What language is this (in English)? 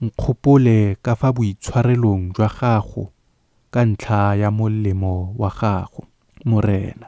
Tswana